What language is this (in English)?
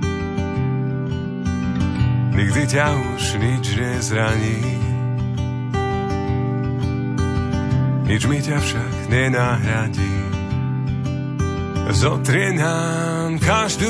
Slovak